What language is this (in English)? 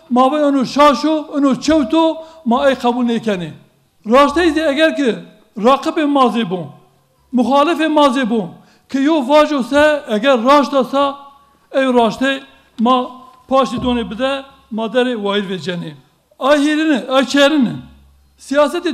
Zaza